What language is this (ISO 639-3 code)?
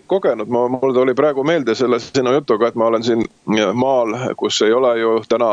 est